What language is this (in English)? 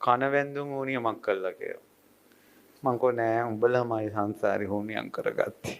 Sinhala